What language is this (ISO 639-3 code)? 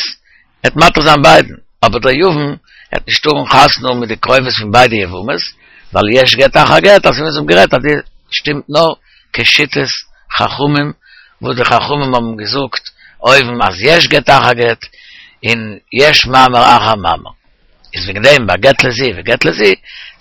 yid